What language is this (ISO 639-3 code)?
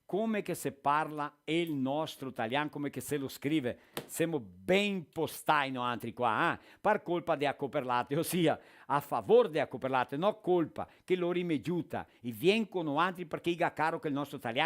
vec